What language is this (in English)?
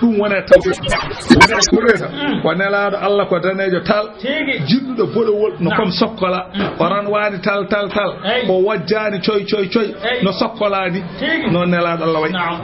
Fula